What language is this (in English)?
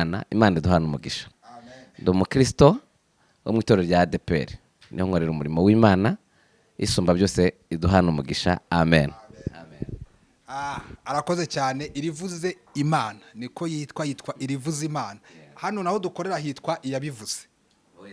Kinyarwanda